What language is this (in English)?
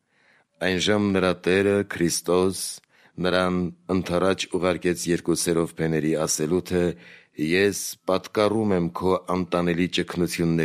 Armenian